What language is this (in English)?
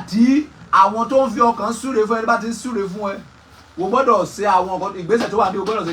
Yoruba